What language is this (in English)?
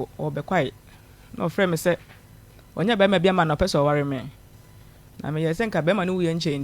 Akan